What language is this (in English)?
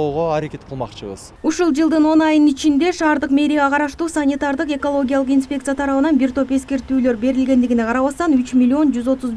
Kyrgyz